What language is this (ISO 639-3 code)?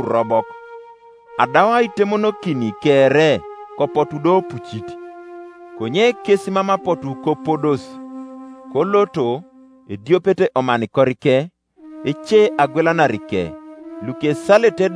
teo